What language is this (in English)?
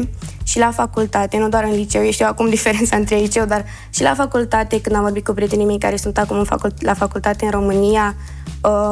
Romanian